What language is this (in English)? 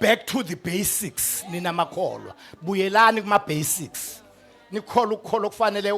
Zulu